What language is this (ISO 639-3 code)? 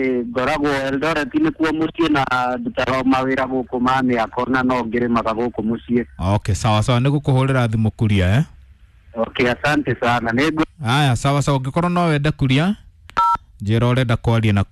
kik